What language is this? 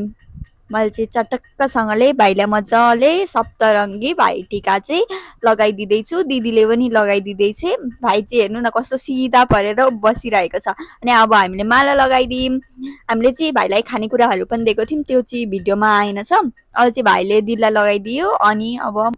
Nepali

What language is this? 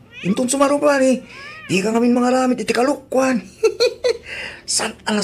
Iloko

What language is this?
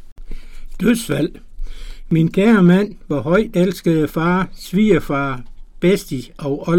Danish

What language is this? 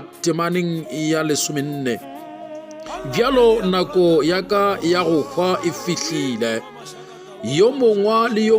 Northern Sotho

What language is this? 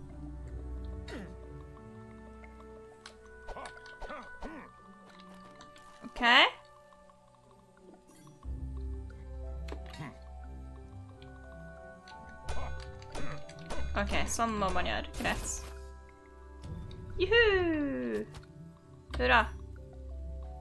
Norwegian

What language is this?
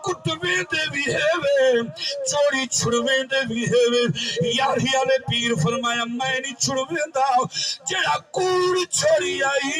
Saraiki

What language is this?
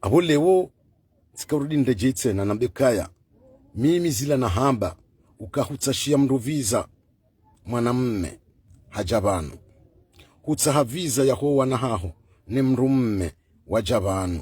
Ngazidja Comorian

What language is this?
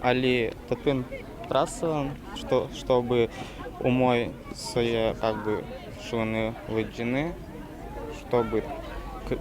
Udmurt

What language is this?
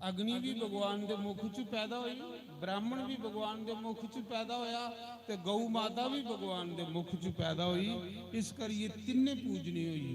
Dogri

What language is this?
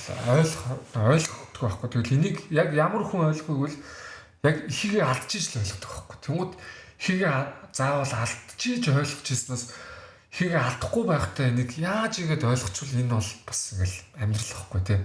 Mongolian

